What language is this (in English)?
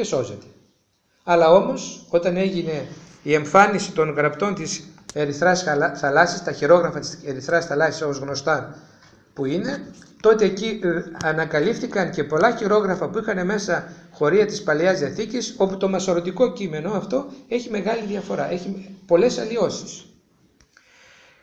Greek